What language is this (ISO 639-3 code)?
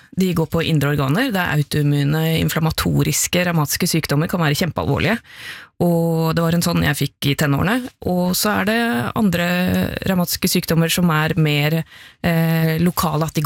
nor